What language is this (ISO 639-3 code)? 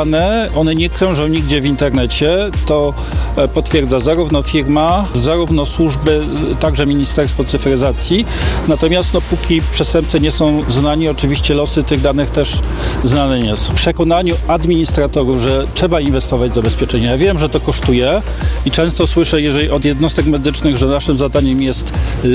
pol